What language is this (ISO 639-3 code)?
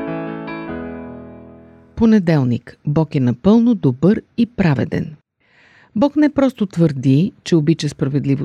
bul